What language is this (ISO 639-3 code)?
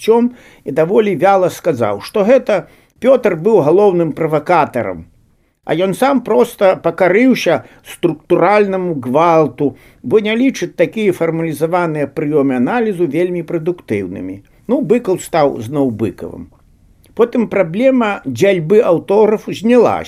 bel